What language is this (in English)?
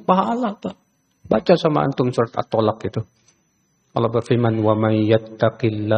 Indonesian